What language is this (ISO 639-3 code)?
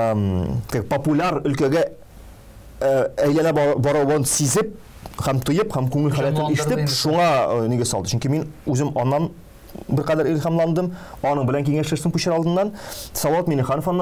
tat